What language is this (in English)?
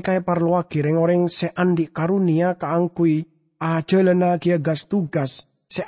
Madurese